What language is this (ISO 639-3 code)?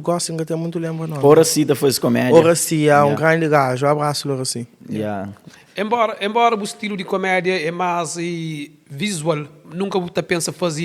kea